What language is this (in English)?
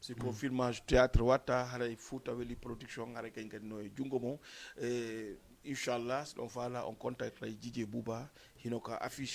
Fula